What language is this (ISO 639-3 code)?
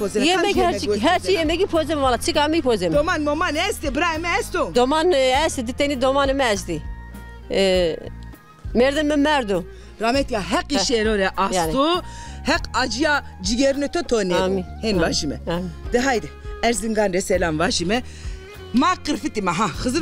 zza